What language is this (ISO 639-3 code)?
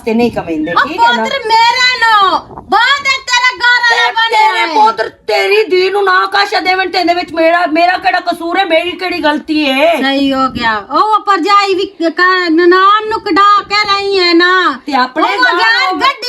lah